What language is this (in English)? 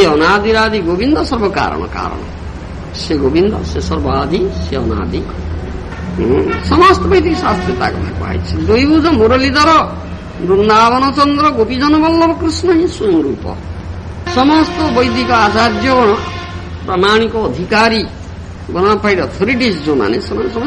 Odia